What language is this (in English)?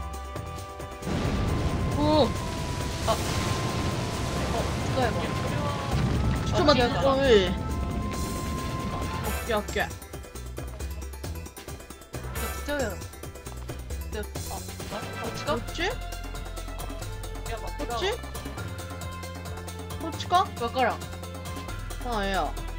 Japanese